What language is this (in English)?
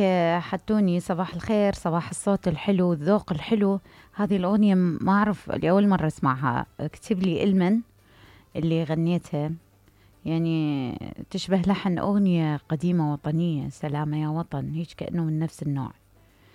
Mesopotamian Arabic